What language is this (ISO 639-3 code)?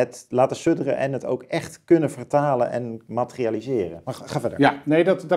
nld